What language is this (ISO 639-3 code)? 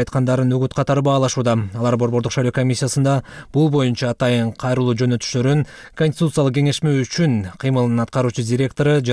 kir